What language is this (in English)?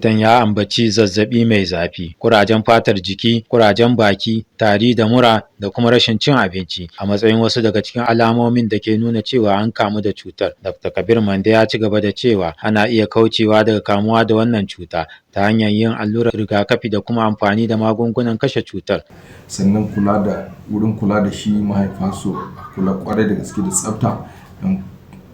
Hausa